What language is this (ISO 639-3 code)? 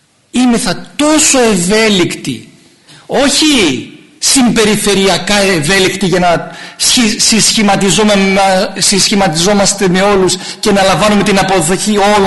ell